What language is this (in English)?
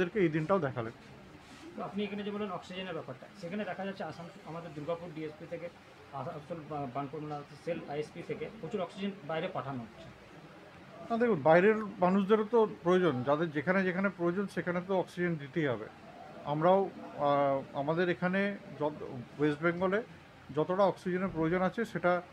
Bangla